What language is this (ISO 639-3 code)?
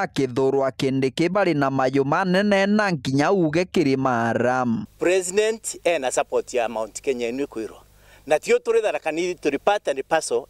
mer